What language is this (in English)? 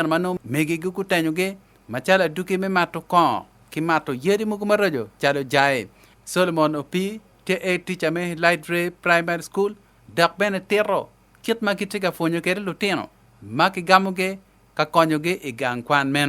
Acoli